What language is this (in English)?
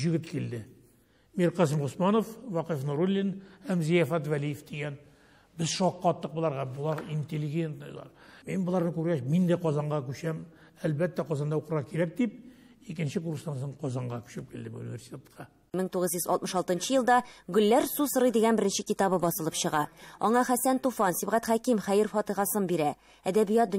Tatar